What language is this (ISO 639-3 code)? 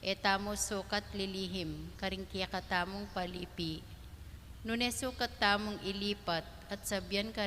pam